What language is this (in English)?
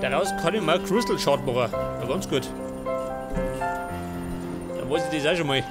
Bavarian